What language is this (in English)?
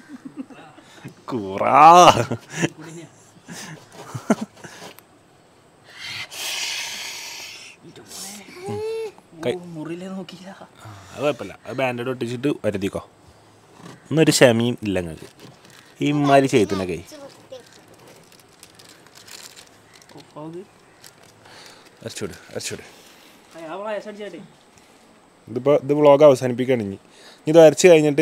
Malayalam